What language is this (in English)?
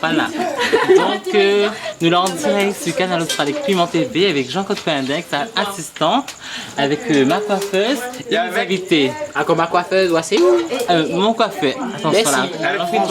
Réunion Creole French